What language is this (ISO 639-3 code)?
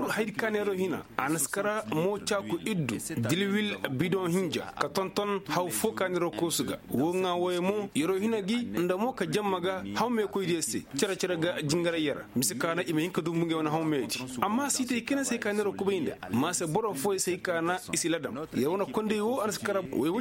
ses